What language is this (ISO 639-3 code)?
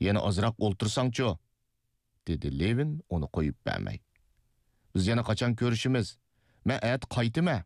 uig